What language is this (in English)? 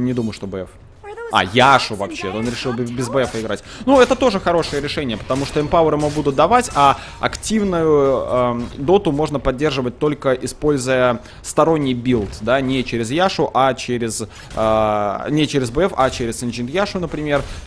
Russian